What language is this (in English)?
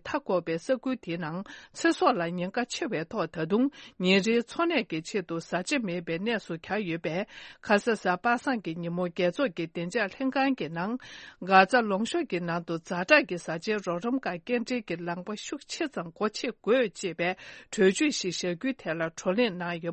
Tibetan